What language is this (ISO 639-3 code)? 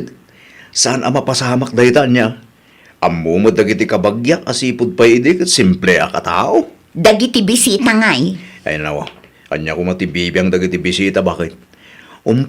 ilo